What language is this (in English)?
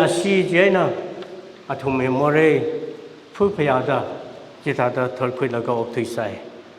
Tangkhul Naga (India)